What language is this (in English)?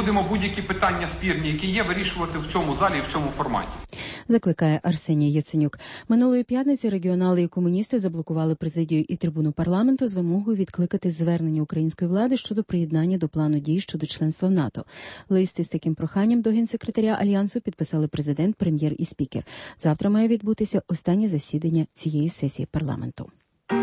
Ukrainian